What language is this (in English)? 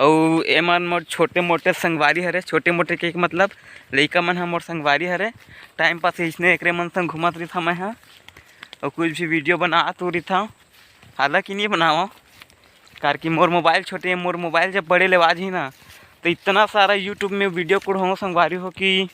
Chhattisgarhi